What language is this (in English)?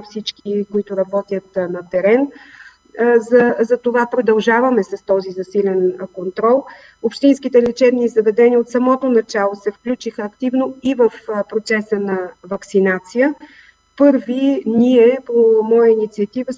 Bulgarian